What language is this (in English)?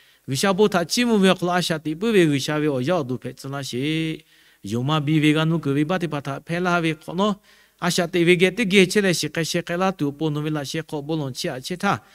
Lahu